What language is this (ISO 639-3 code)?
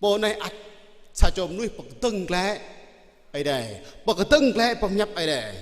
jra